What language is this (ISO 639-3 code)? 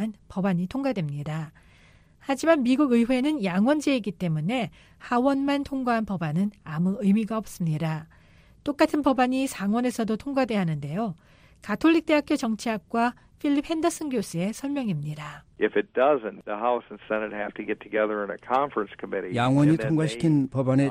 kor